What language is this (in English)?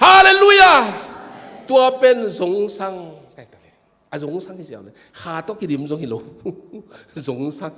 Tedim Chin